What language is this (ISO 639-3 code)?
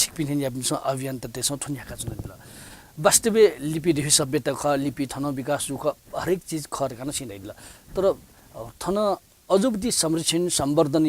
new